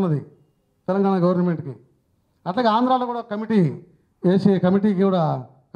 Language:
Telugu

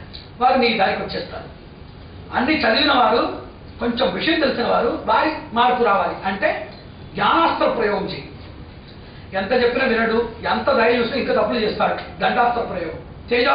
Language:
Telugu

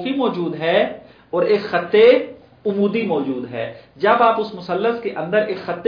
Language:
Urdu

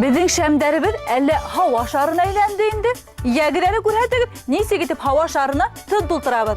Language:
Bashkir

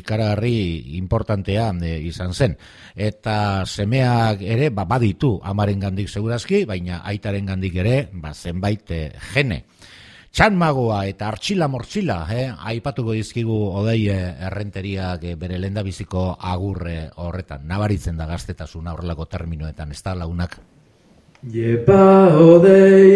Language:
Basque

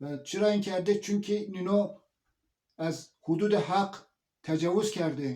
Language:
Zaza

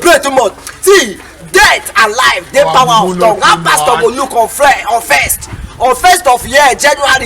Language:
Nigerian Pidgin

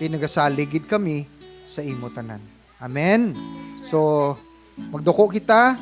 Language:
Hiligaynon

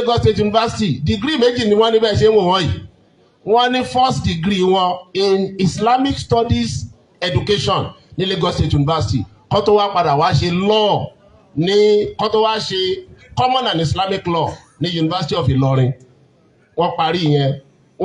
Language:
Yoruba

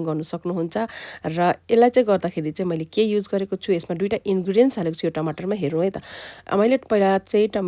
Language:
Nepali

